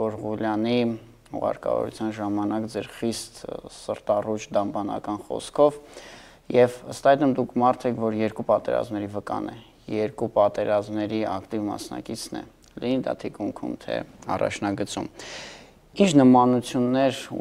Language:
Armenian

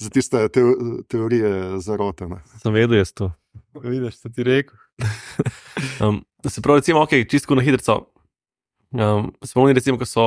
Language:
Slovenian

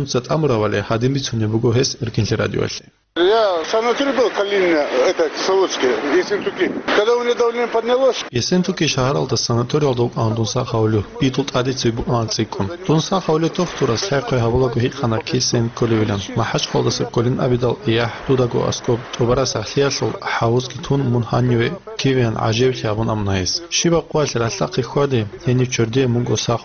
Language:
Avaric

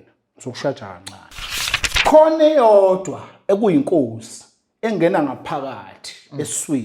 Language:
Zulu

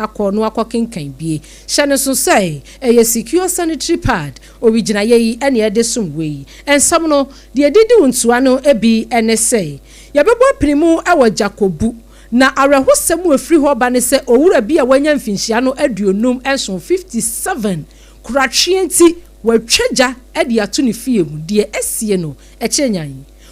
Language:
Akan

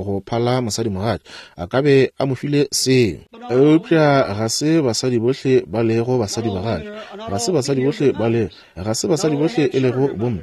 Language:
Northern Sotho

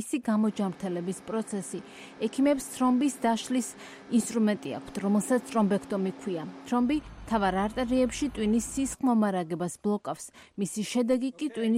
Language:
Georgian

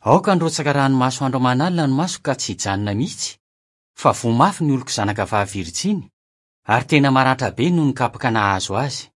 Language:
Malagasy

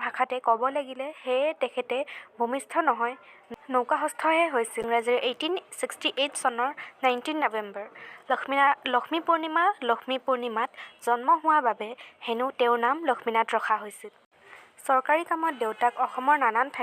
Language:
Assamese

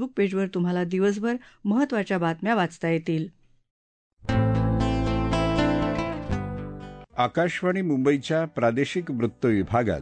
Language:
Marathi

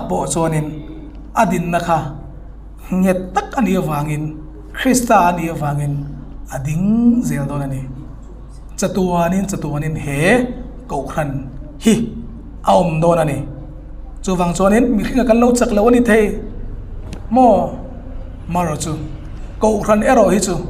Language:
Hmar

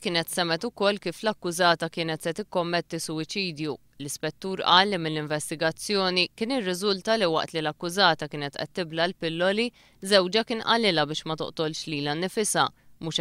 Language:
Maltese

